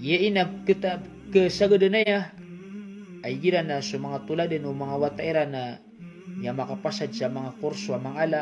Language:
Maranao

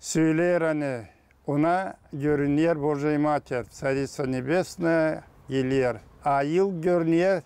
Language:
Gagauz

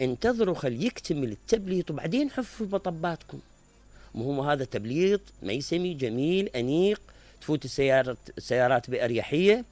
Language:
Mesopotamian Arabic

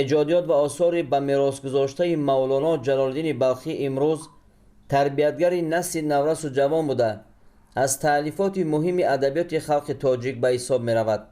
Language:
Tajik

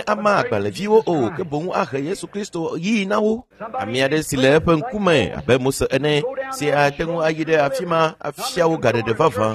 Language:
Ewe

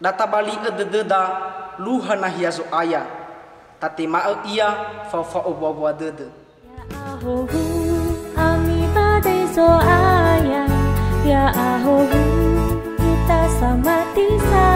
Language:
Nias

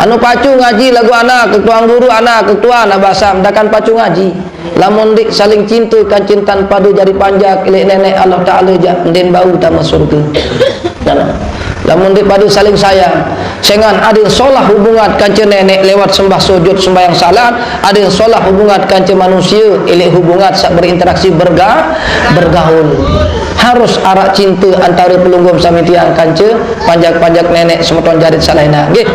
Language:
Sasak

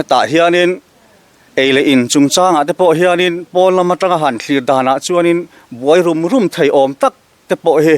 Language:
Mizo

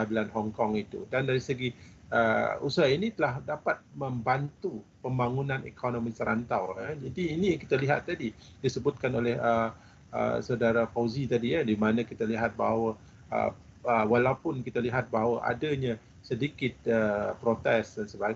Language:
Malay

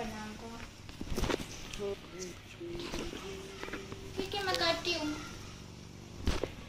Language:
Hindi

